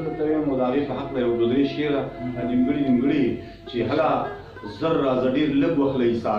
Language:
Pashto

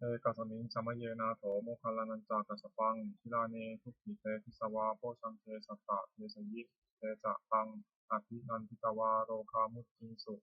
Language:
Pali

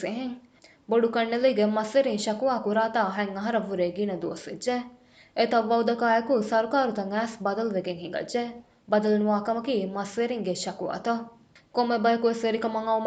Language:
Divehi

